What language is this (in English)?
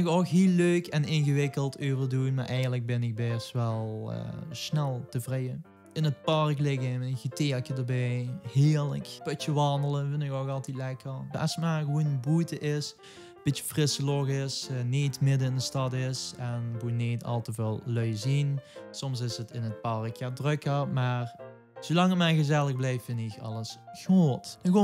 Limburgish